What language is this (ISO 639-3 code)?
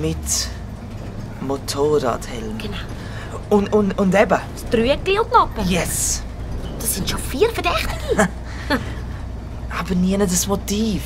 gsw